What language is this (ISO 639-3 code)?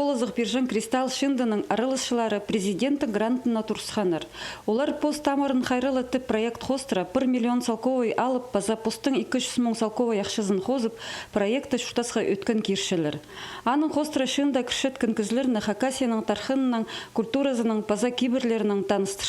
kjh